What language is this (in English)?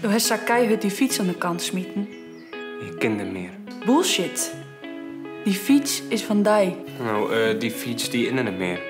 Western Frisian